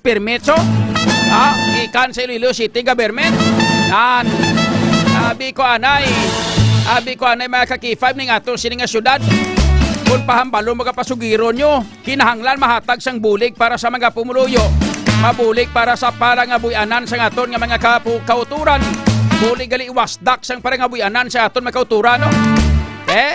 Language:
Hiligaynon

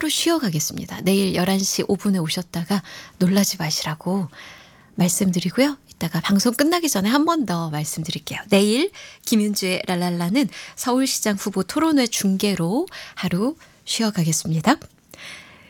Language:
Korean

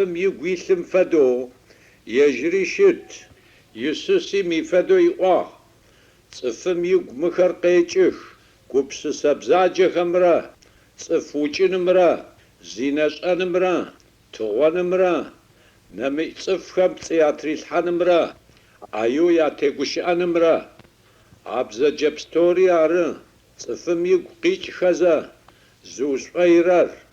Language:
Adyghe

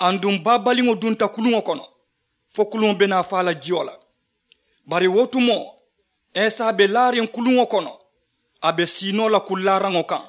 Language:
Mandingo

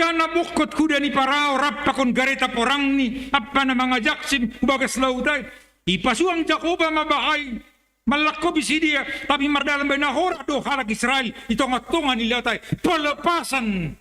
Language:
Batak Simalungun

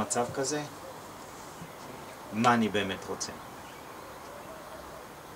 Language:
Hebrew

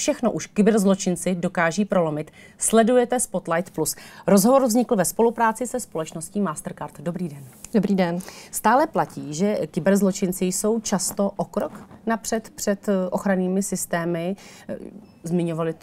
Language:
Czech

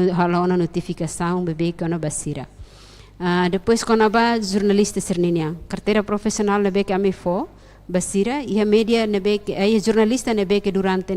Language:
Tetum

